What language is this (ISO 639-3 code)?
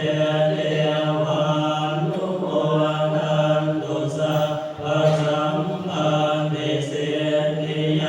pli